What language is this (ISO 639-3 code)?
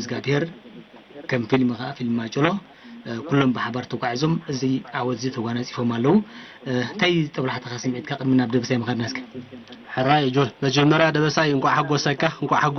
tir